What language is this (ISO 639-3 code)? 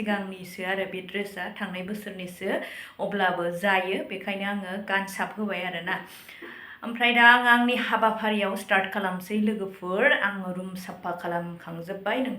brx